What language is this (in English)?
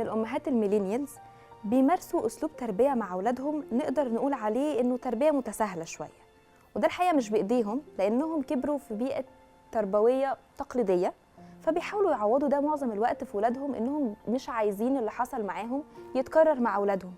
Egyptian Arabic